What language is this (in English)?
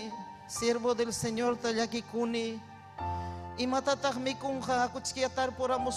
Ayacucho Quechua